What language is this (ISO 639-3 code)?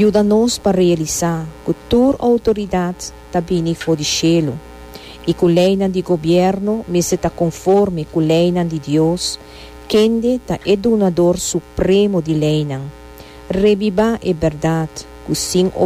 pap